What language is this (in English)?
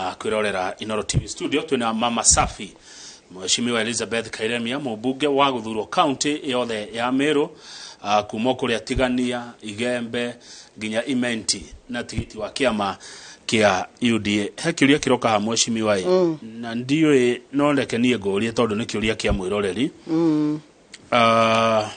Kikuyu